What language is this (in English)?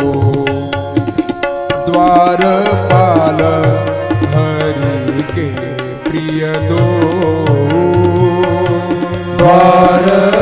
Marathi